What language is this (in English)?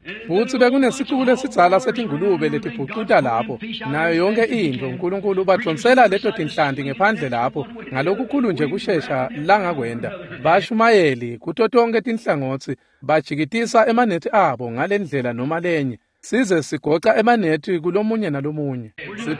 Swati